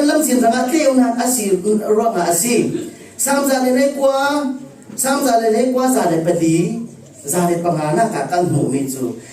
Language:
Falam Chin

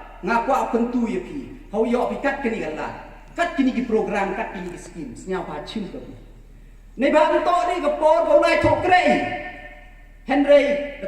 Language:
Pnar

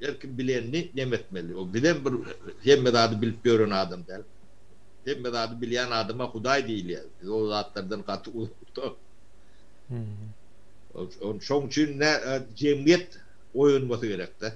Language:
Turkmen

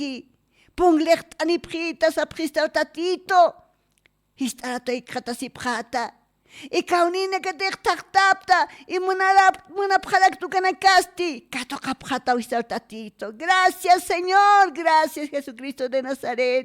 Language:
Aymara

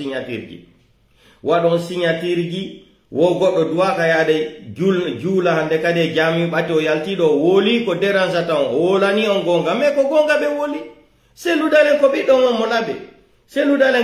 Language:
Pular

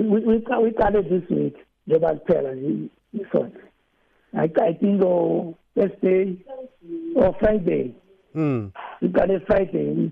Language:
Zulu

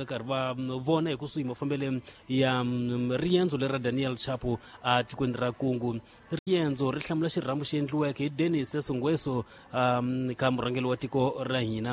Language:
Tsonga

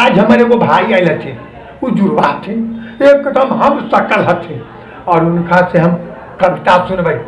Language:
Magahi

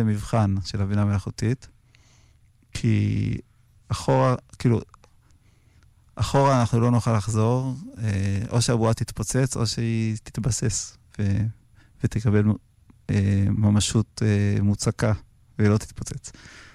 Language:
Hebrew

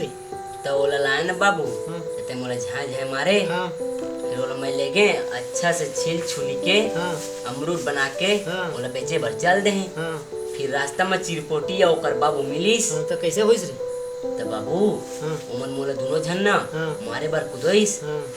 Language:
Chhattisgarhi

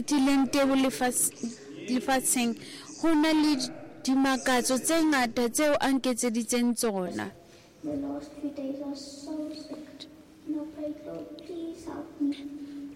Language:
Southern Sotho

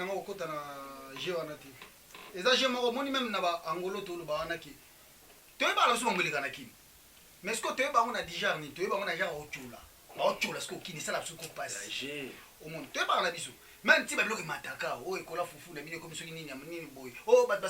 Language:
Lingala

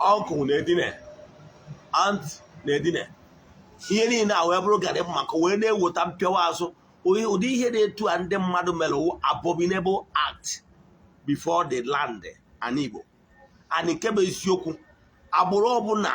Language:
Igbo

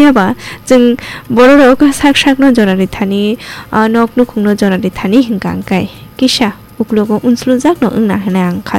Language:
Kok Borok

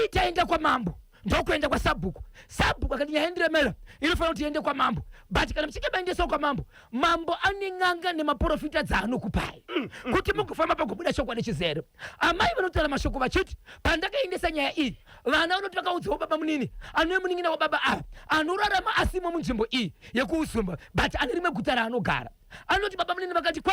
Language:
Shona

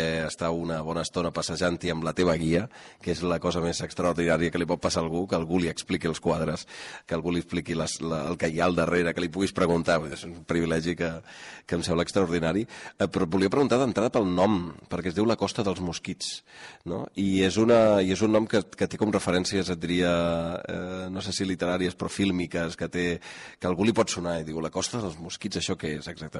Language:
Catalan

